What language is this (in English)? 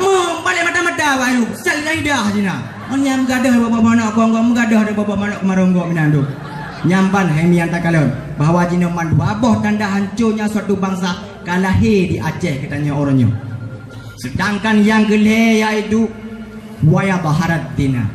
Achinese